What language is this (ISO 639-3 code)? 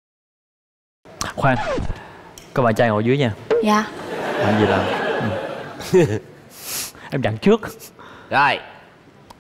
vie